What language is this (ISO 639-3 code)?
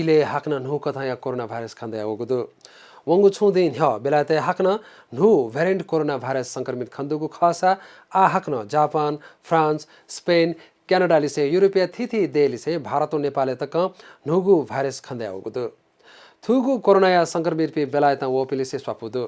new